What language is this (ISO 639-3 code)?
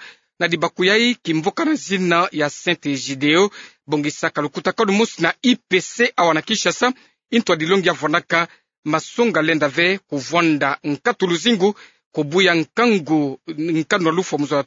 ktu